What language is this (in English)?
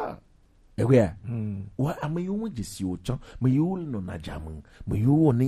Gen